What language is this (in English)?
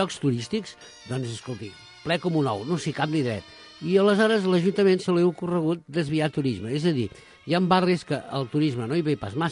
Catalan